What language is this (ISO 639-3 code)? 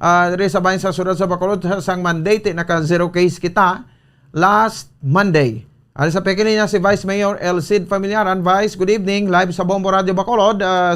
hil